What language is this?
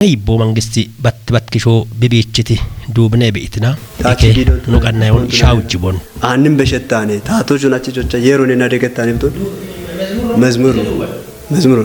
Kafa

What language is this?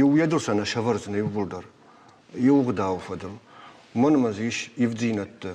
Ossetic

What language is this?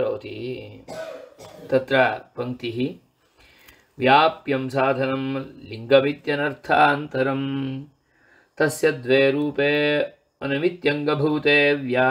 Sanskrit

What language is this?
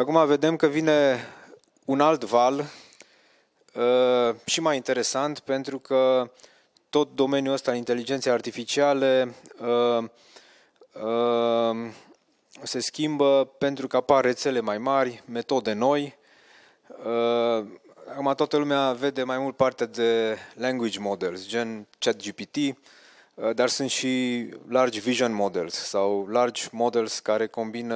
Romanian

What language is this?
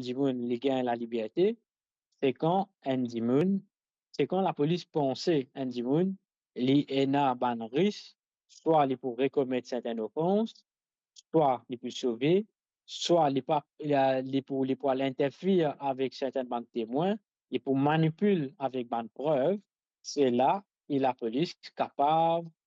Morisyen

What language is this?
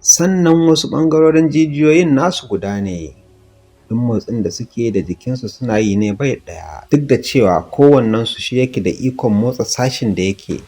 Hausa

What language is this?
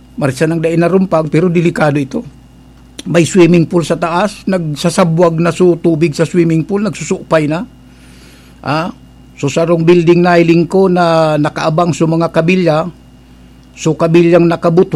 Bikol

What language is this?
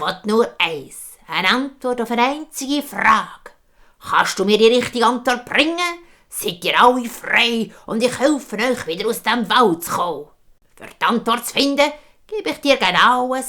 Swiss German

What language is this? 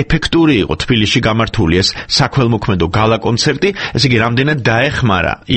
Georgian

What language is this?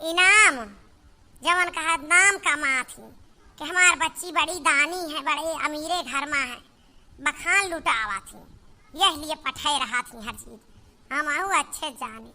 Awadhi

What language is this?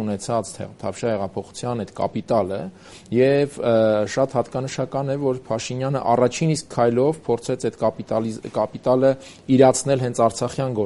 Armenian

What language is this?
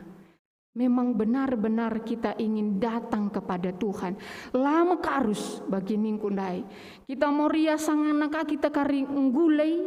Batak Karo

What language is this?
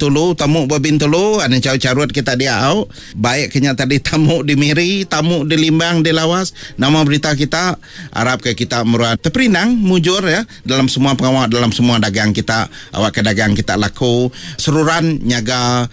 Iban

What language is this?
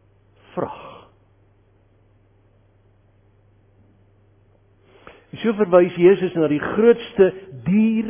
Afrikaans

